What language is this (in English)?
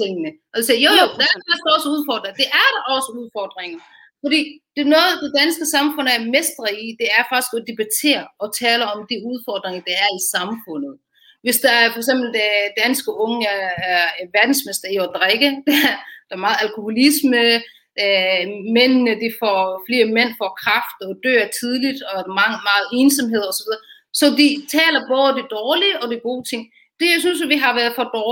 Danish